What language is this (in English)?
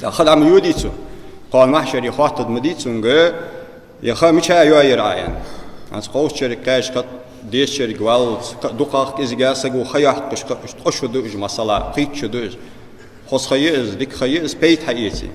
Ingush